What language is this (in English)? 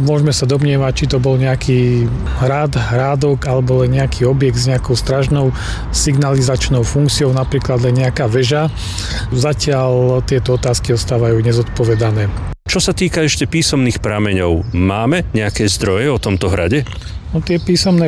Slovak